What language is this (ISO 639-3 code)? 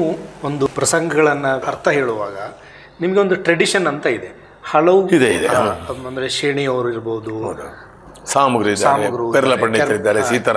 kan